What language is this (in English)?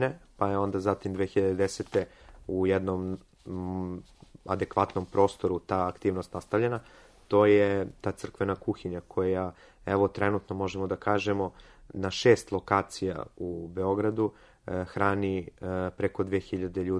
Serbian